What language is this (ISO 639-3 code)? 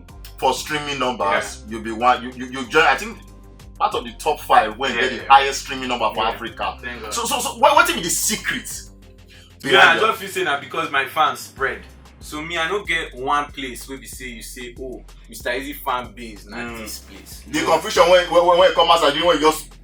pcm